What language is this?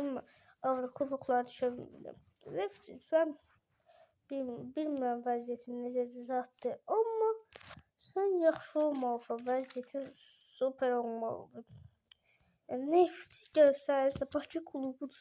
Azerbaijani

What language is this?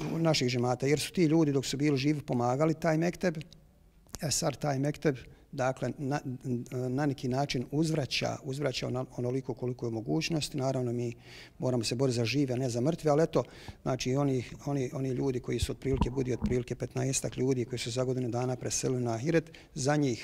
Bosnian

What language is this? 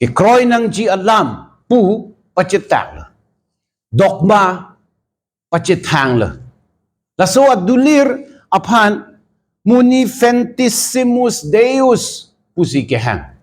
Karbi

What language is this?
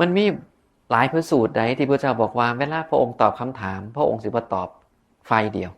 Northeastern Thai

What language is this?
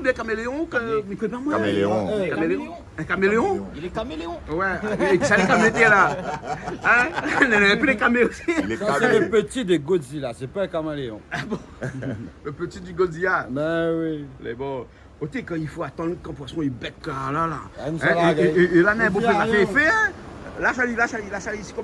Réunion Creole French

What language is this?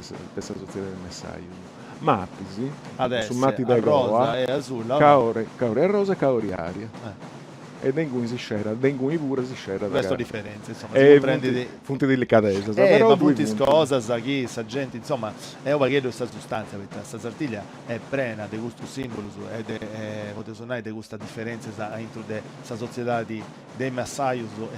Sardinian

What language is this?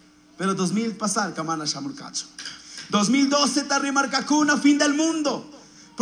Chimborazo Highland Quichua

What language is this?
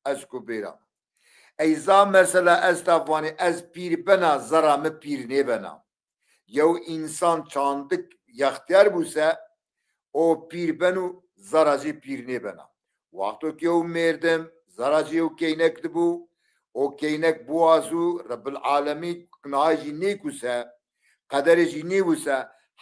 Zaza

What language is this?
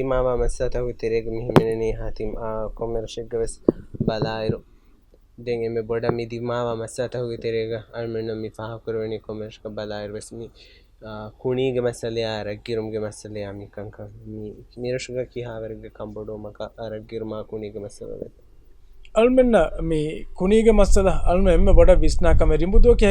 Divehi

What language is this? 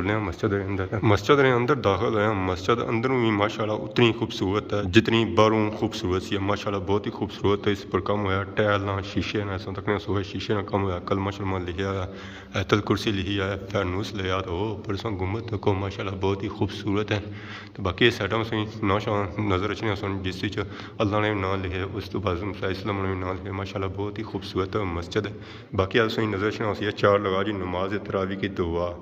Pahari-Potwari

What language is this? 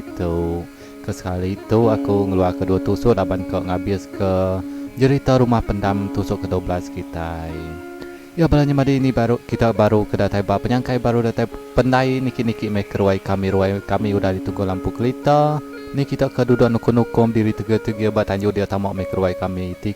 Iban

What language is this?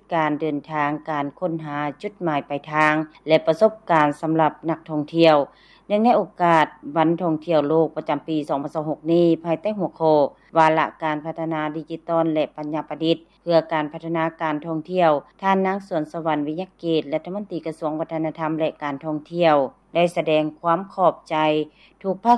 Lao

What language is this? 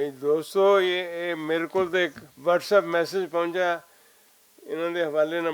Western Panjabi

